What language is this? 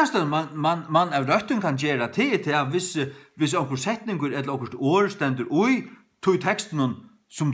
Faroese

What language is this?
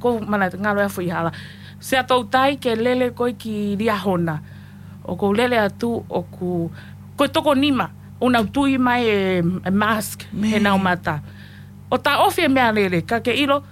Tongan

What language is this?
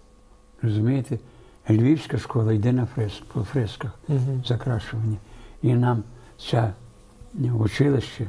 Ukrainian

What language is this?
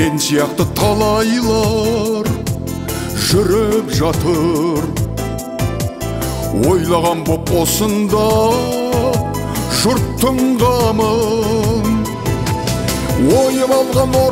Kazakh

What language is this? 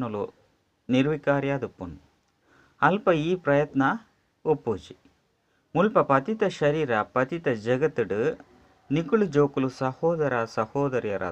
Tulu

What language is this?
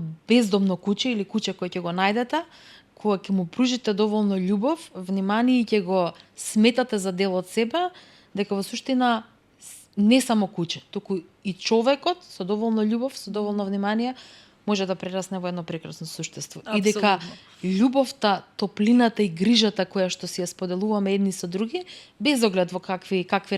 Macedonian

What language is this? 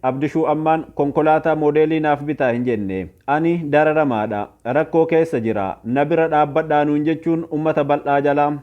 Oromo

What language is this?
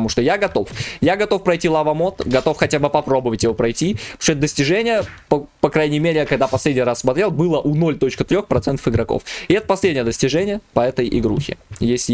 Russian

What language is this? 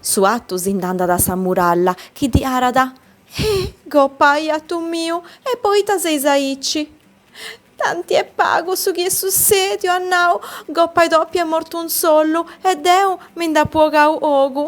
Sardinian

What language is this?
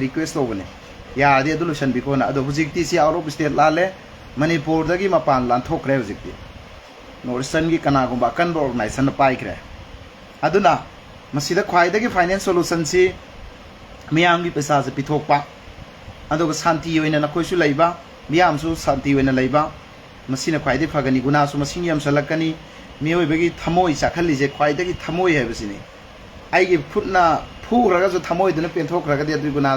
Manipuri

